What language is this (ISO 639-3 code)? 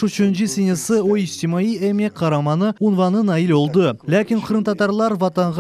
crh